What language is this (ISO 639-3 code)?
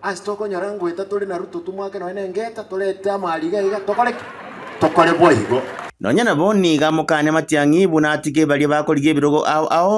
guz